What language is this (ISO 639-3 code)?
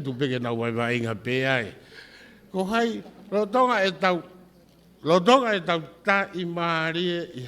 ton